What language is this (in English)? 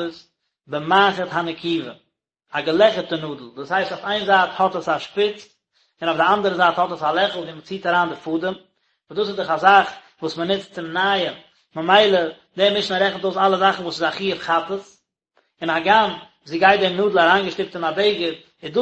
Yiddish